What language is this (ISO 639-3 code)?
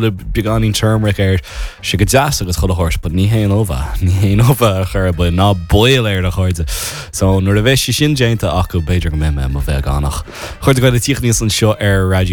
gle